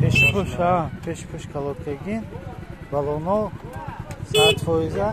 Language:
Tajik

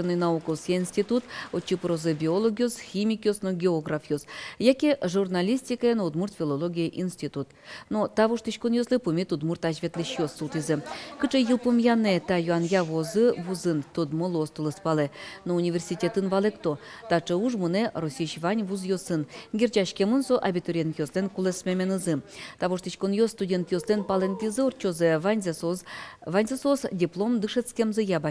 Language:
Udmurt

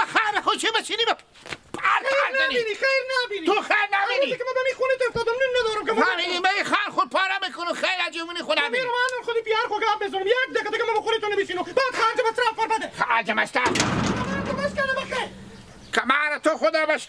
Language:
Hazaragi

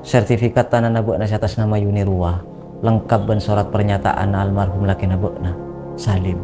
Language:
Madurese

